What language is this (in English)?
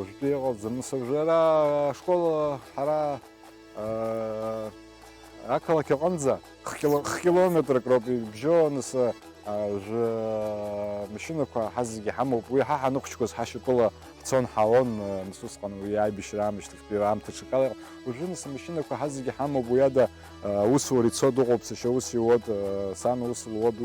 Abkhazian